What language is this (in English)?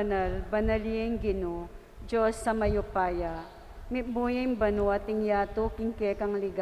Pampanga